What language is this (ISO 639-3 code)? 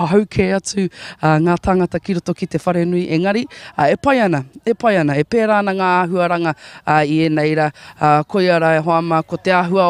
mri